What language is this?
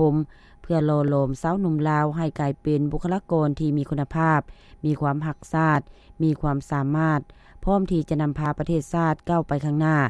Lao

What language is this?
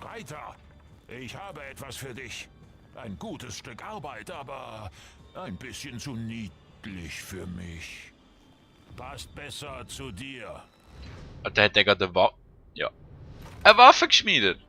Swiss German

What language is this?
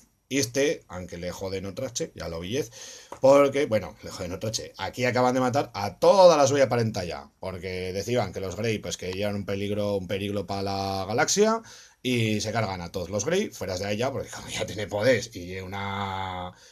Aragonese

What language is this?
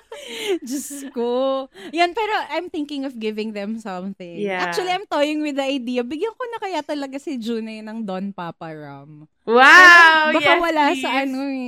Filipino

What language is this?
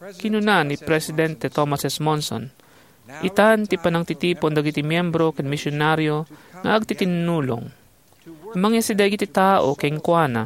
Iloko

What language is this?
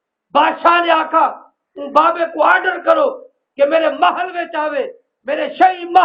Saraiki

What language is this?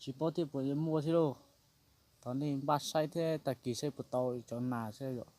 Hmong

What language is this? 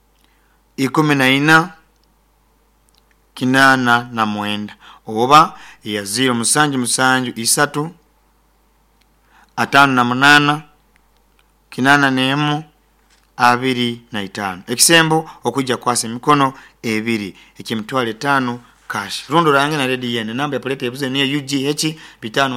Nyoro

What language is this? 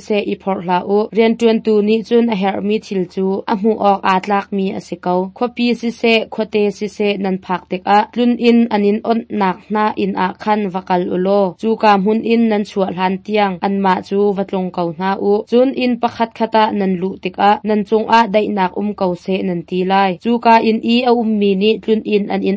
Hakha Chin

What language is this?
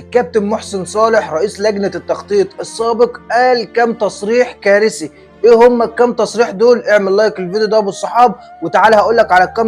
Egyptian Arabic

